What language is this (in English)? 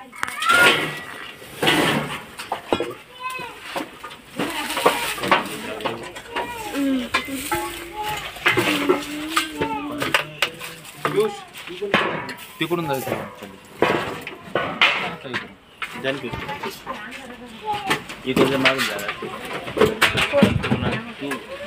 Marathi